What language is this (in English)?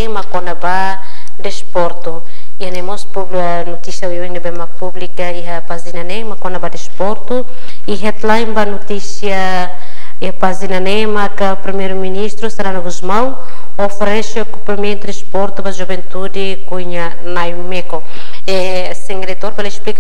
Tetum